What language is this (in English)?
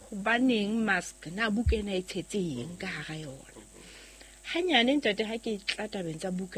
Southern Sotho